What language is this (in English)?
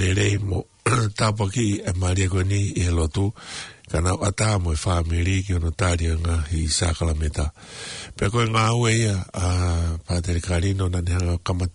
Tongan